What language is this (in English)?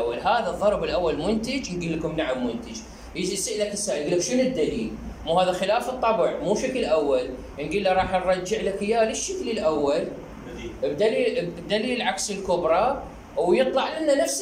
Mesopotamian Arabic